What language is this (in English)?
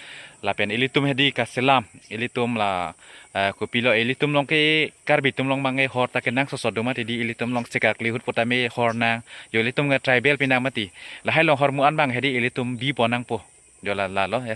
Karbi